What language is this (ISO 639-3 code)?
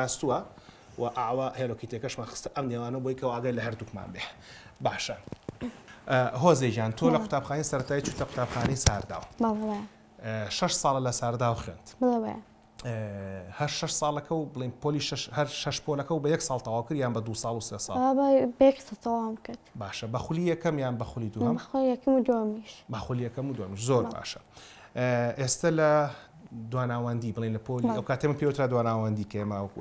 ckb